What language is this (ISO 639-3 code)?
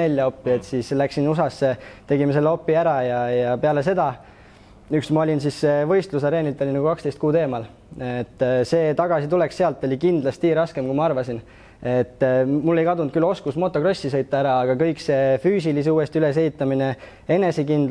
est